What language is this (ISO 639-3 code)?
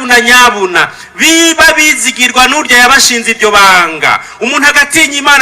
run